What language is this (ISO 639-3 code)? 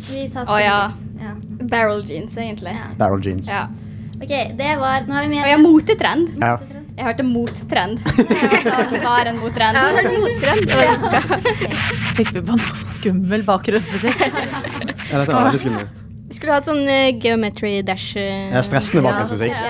nor